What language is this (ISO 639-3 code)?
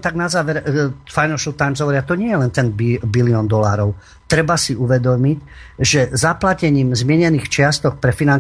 slk